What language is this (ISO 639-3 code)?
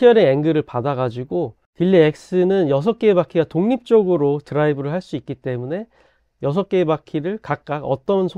kor